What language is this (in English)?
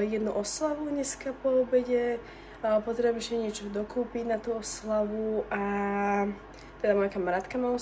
Slovak